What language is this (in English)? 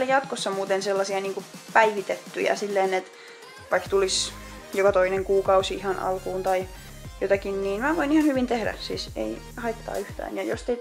Finnish